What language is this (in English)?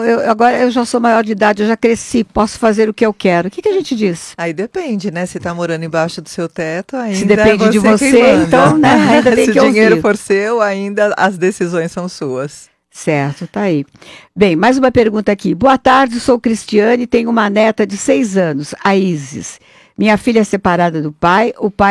Portuguese